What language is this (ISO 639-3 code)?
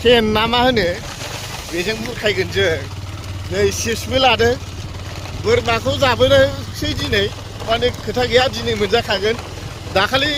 brx